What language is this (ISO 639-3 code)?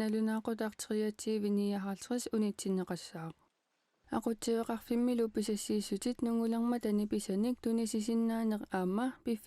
kal